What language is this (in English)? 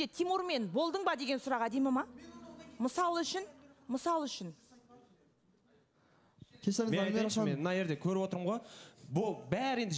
Kazakh